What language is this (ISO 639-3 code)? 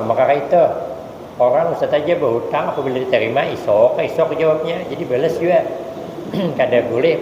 bjn